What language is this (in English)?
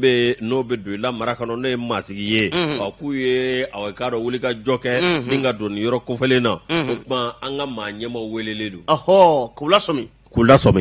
Bambara